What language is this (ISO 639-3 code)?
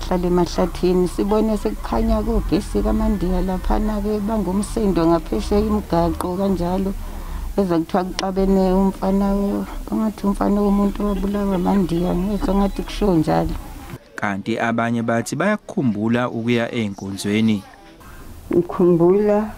zul